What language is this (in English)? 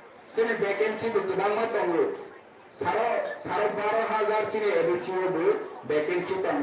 Kok Borok